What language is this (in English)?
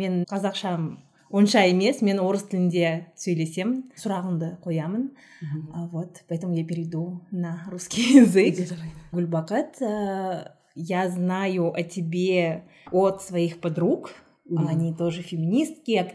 Kazakh